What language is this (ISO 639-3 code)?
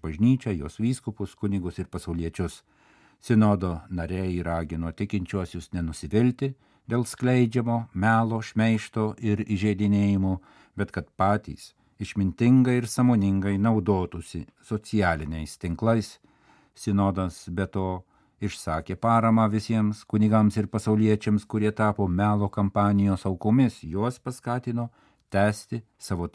lit